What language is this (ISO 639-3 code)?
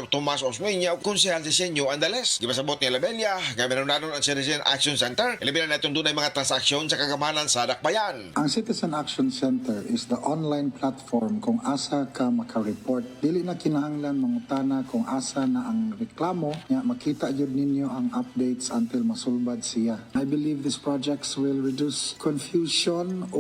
ceb